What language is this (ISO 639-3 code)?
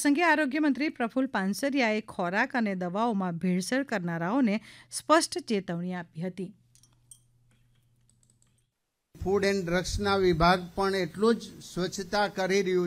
guj